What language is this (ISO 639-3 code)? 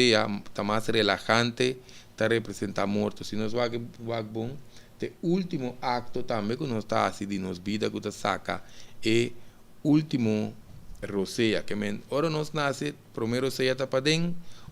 pap